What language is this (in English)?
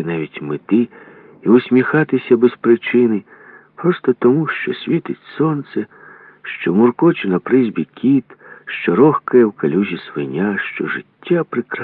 Ukrainian